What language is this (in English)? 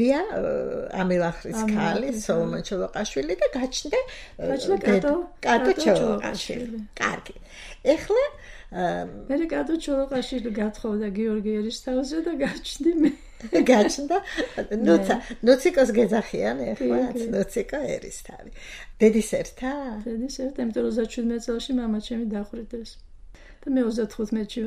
Georgian